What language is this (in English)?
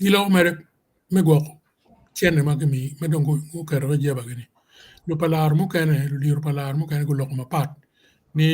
Acoli